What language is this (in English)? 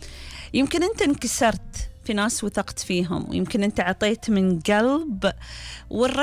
Gulf Arabic